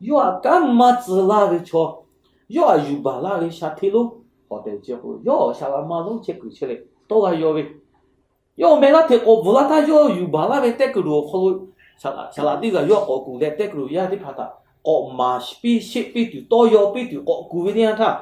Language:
Lahu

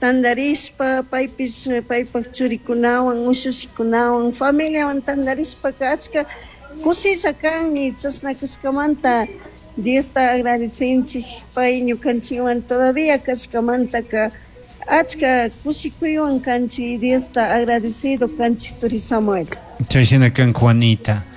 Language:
Chimborazo Highland Quichua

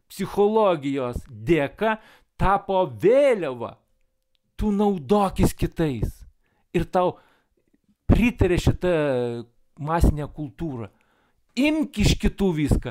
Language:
Lithuanian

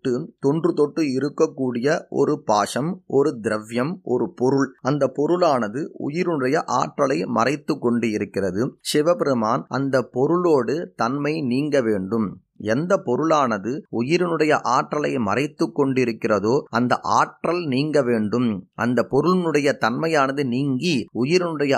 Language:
Tamil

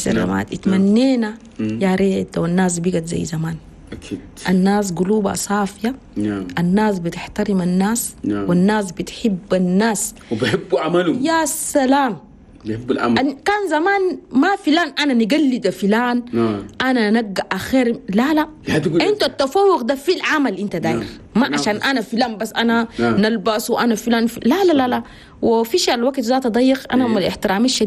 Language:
Chadian Arabic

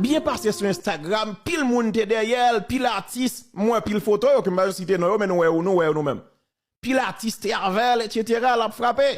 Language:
Haitian Creole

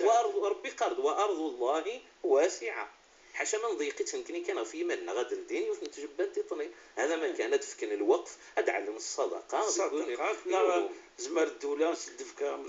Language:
Moroccan Arabic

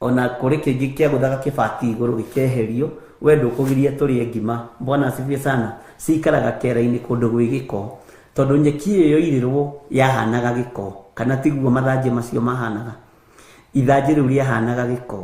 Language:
Kikuyu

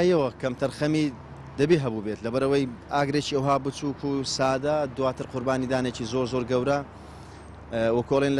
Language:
Central Kurdish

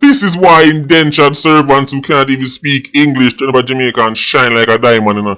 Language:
Jamaican Creole English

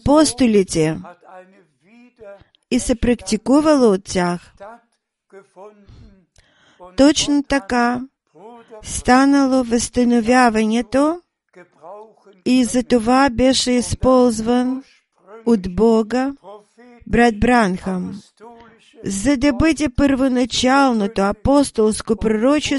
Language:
Bulgarian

